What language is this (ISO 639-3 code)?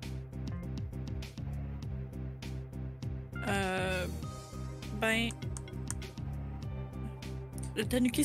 fra